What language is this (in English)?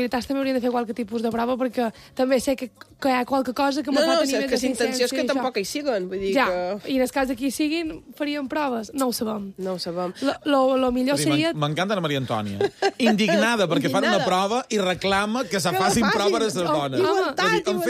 Catalan